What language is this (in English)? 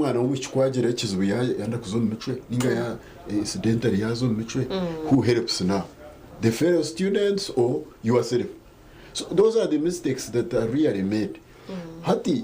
Nyankole